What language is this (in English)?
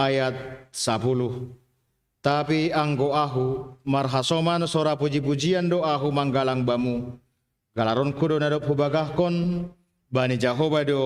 Batak Simalungun